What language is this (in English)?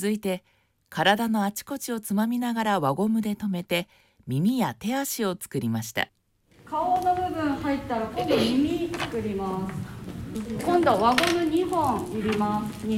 Japanese